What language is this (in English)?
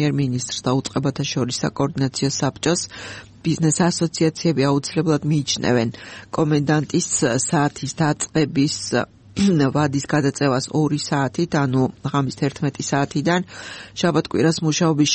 Georgian